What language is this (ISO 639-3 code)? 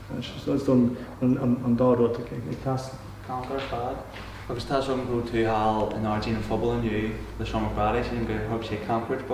gle